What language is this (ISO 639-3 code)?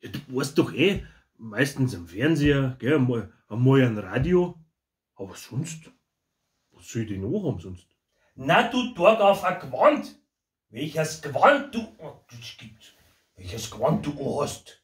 bar